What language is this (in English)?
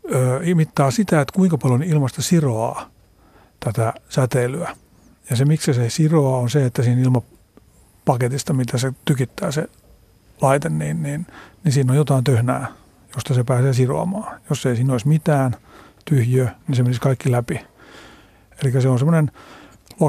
Finnish